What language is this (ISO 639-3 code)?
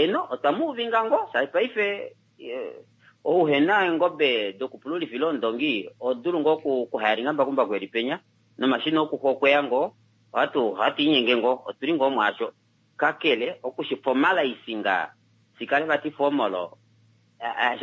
kua